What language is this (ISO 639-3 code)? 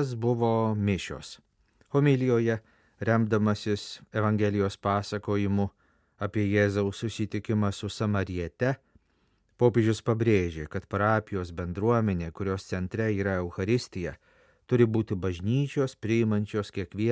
lit